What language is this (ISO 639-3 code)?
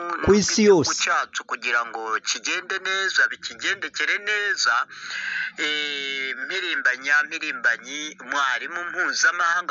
kin